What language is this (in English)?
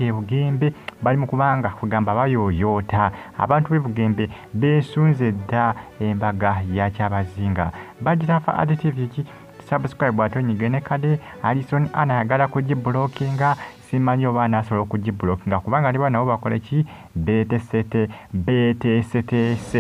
Ganda